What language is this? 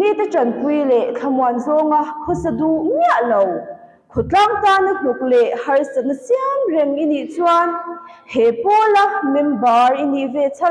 Mizo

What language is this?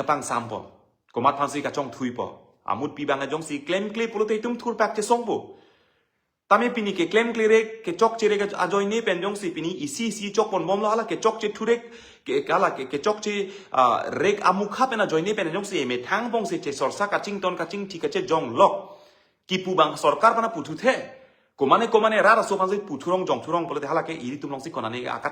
Karbi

